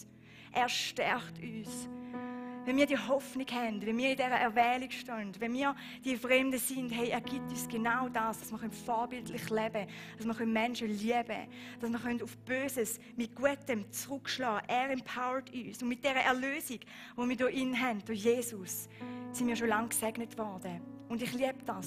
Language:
Swiss German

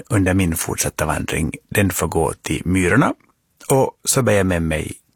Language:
Swedish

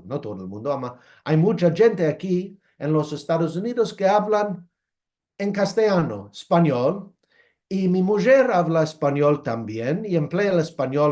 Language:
Ladino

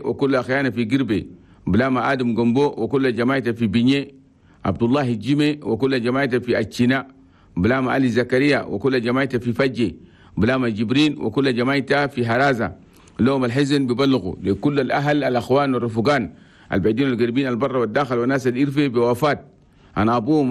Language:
Chadian Arabic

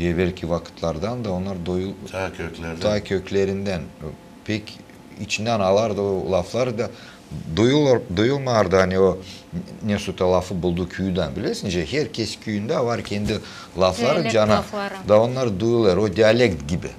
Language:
Gagauz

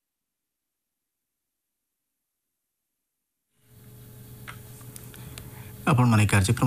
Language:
Odia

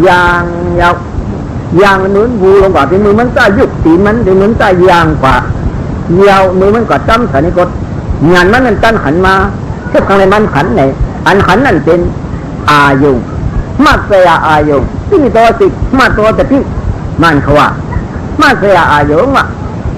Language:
Shan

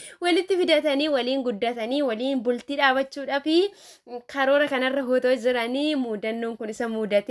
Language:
Oromo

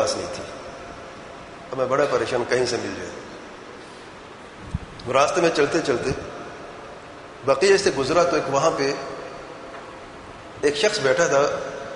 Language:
Urdu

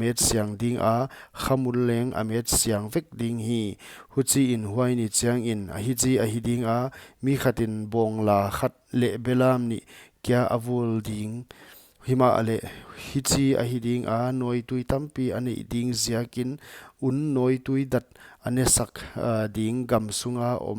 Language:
Paite Chin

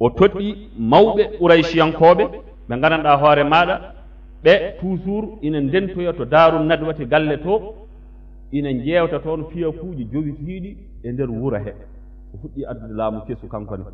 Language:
Fula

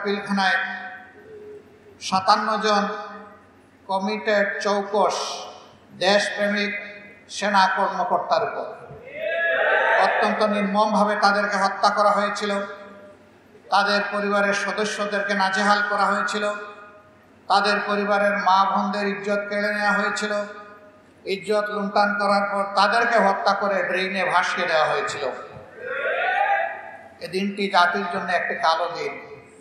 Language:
Bangla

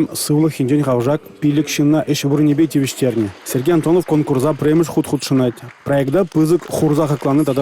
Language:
Chuvash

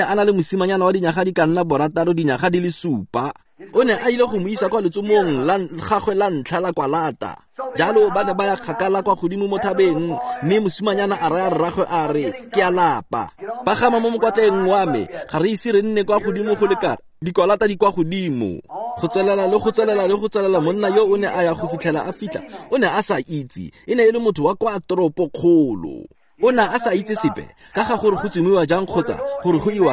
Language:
Tswana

